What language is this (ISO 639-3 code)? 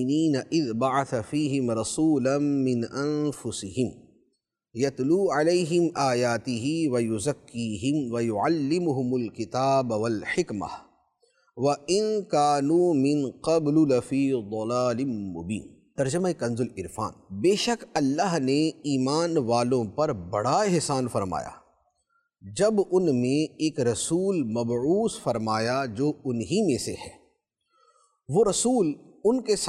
urd